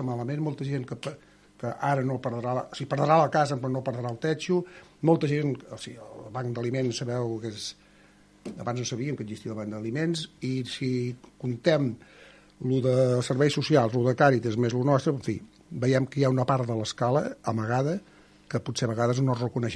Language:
Catalan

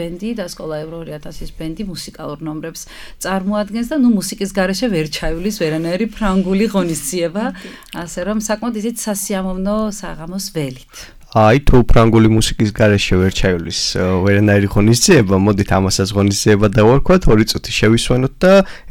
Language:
Georgian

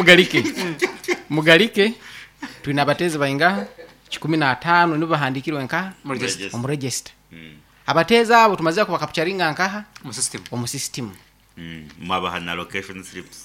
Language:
Nyankole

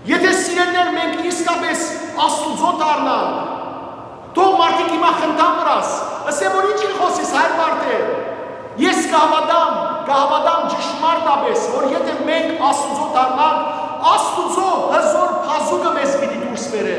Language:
Western Armenian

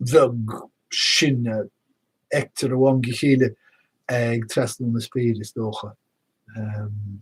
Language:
Irish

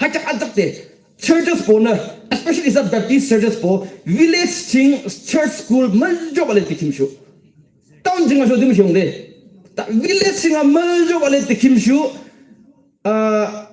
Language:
Yimchungru Naga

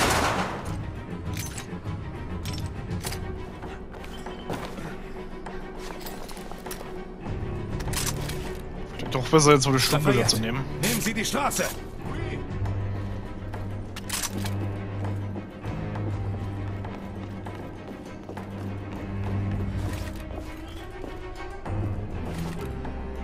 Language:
German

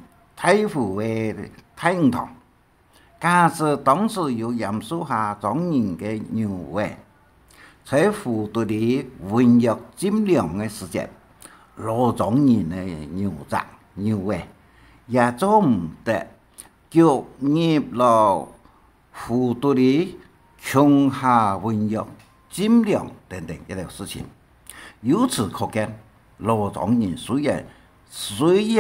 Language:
Hakka Chinese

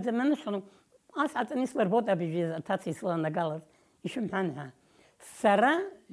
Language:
Abkhazian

